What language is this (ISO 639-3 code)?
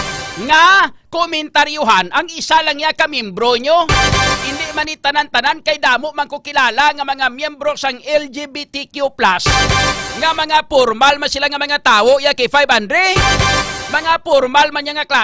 hil